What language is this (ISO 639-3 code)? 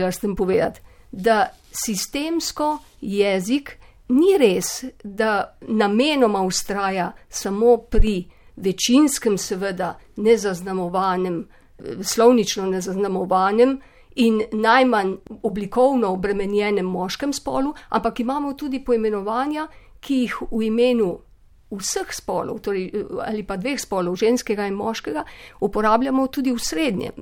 slv